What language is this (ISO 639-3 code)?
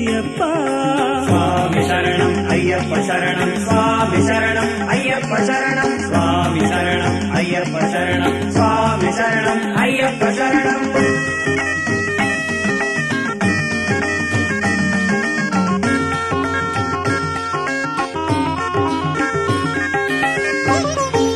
tam